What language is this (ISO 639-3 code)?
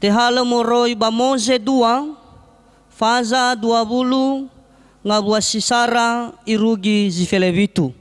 nia